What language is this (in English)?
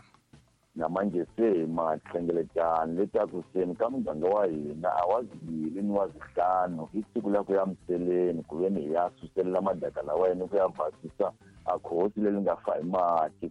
Tsonga